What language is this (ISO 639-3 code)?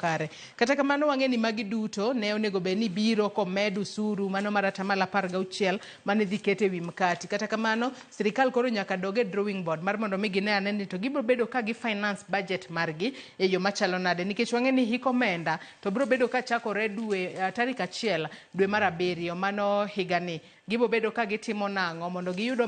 luo